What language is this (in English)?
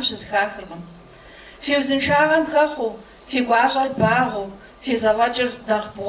Kabardian